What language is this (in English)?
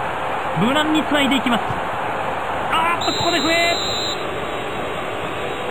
Japanese